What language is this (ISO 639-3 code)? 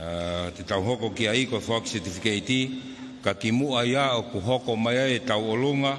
ton